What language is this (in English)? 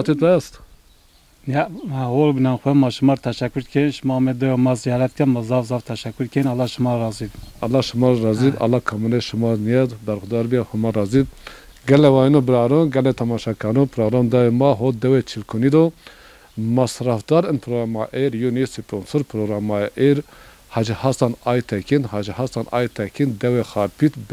Zaza